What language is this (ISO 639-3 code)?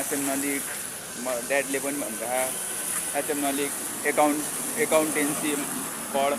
nep